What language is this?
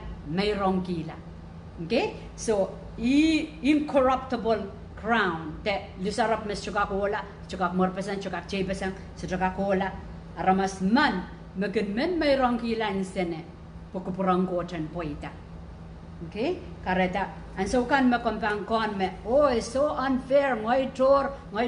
Pohnpeian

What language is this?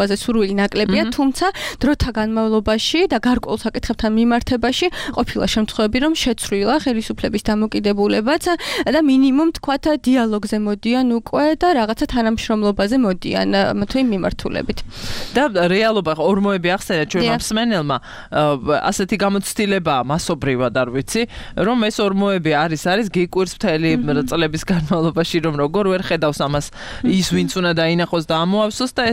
Georgian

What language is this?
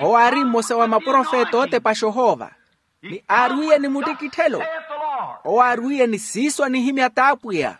Makhuwa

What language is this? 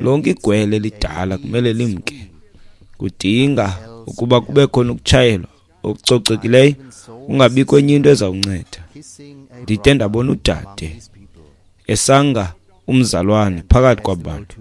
Xhosa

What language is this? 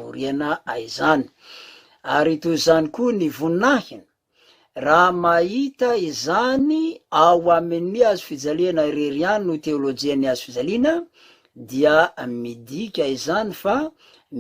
Malagasy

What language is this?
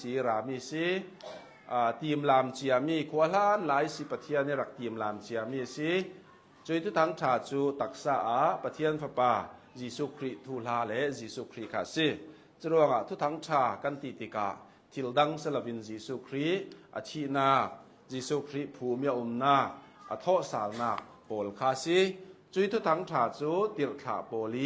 Hakha Chin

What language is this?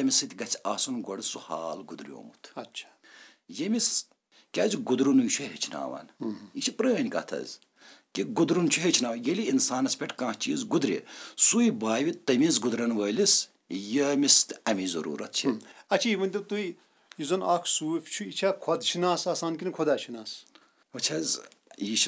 Kashmiri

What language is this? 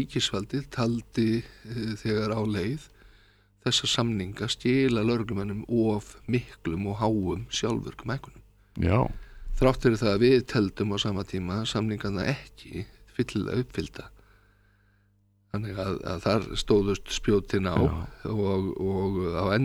Icelandic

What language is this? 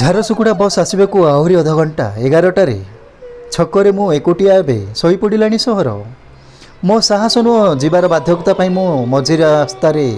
Odia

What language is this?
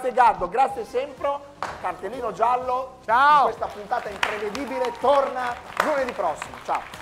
Italian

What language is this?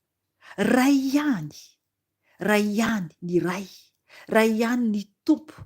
Malagasy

